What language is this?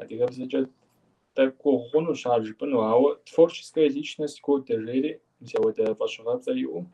Kabardian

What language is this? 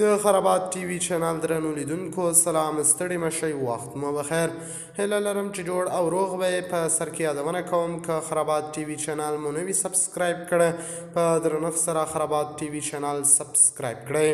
Pashto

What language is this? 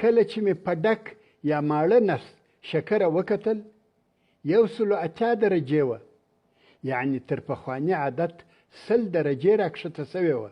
Pashto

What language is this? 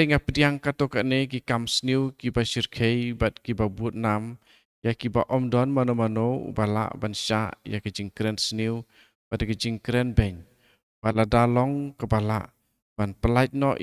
Khasi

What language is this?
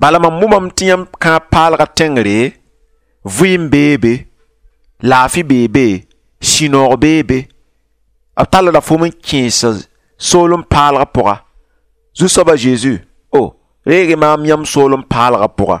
Mossi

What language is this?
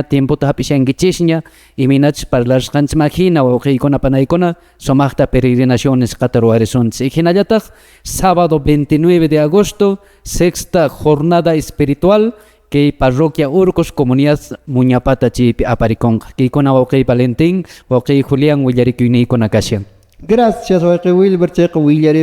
Quechua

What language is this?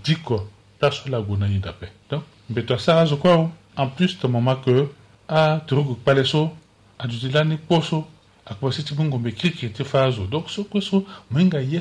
Sango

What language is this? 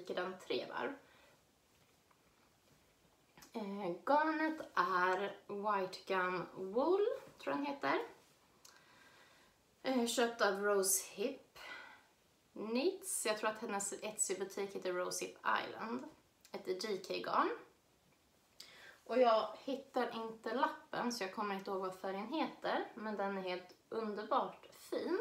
Swedish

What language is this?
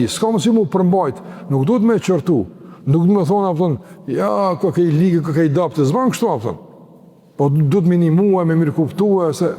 Albanian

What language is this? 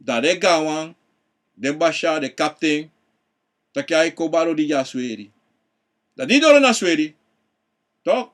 Sranan Tongo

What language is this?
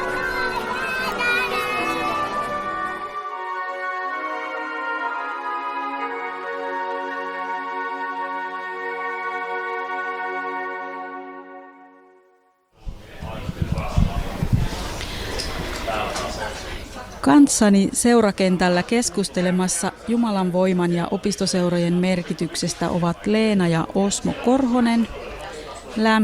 Finnish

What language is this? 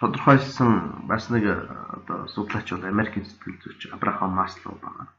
Mongolian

